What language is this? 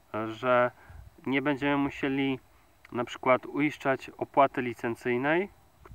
Polish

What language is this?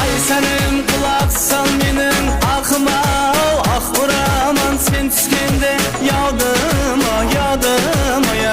Kara-Kalpak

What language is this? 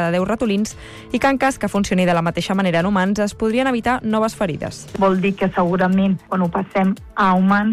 Catalan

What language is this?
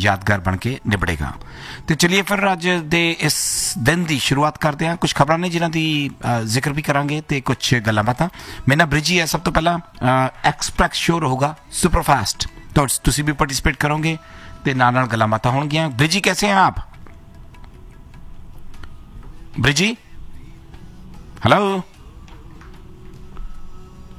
Punjabi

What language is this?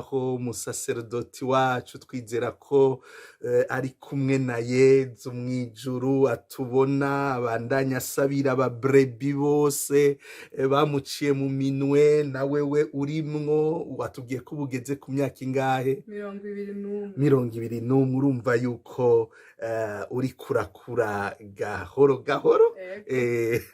Rundi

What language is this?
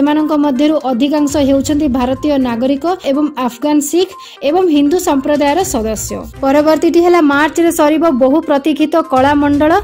Odia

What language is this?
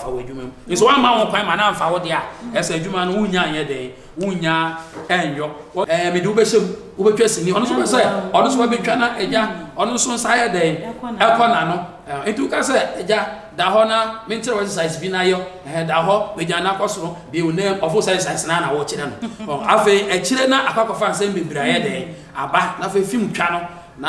Akan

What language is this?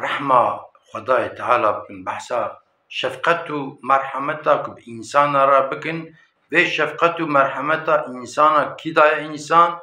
Kurdish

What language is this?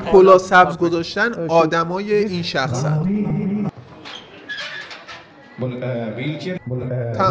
Persian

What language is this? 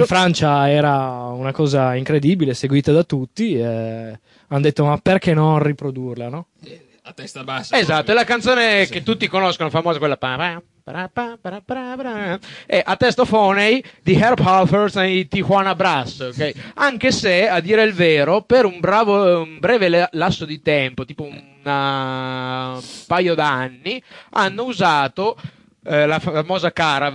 Italian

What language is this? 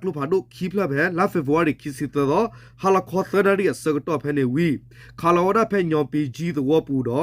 S'gaw Karen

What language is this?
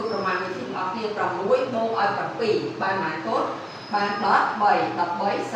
Khmer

